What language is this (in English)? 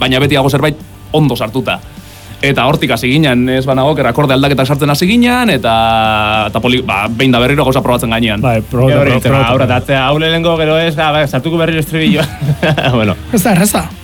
Basque